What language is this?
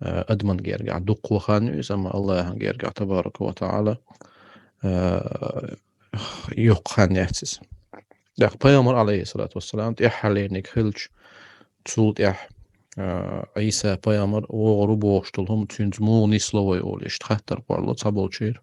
Chechen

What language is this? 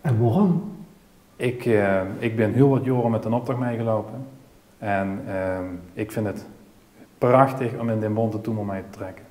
Limburgish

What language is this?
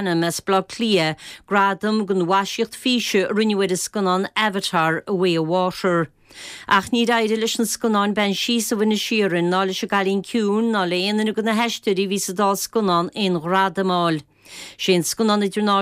Irish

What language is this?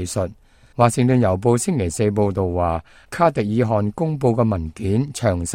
Cantonese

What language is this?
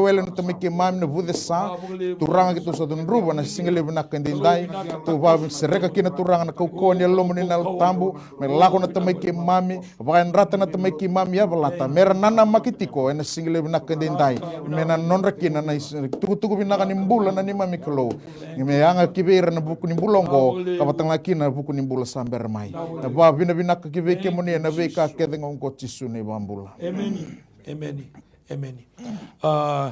Fijian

